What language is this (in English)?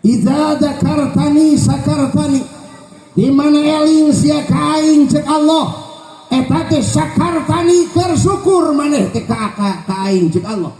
Sundanese